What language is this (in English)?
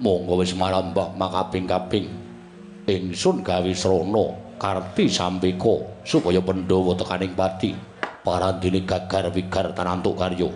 Javanese